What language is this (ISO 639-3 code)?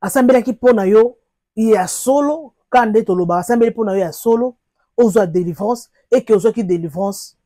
lin